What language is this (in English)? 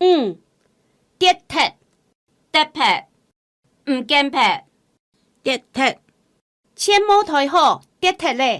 Hakka Chinese